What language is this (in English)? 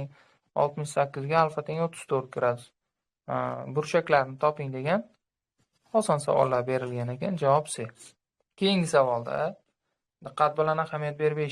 Uzbek